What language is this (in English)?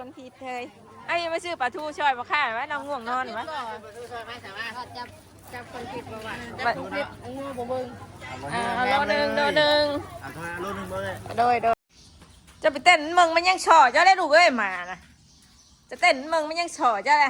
Northeastern Thai